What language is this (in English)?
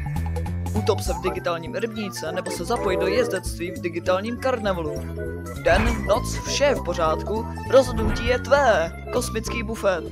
Czech